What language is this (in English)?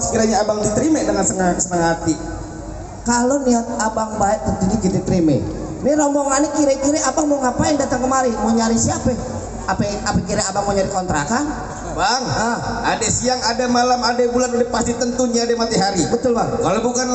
Betawi